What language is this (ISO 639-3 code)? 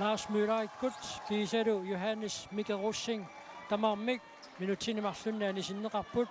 kal